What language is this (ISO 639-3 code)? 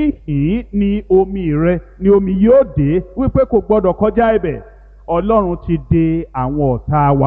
yor